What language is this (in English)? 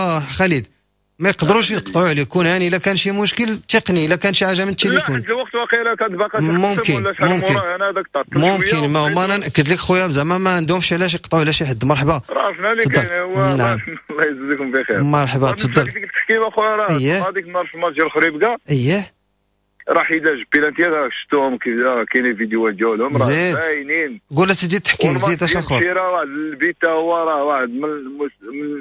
Moroccan Arabic